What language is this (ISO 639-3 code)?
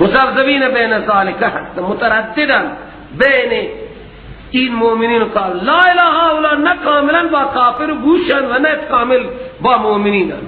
fas